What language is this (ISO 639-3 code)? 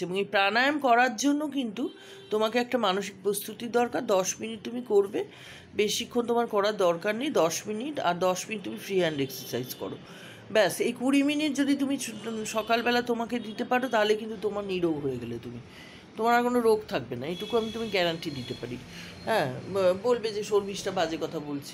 ben